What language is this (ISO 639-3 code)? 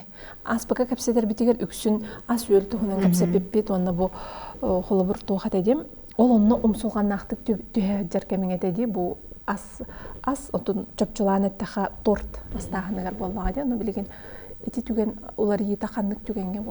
sah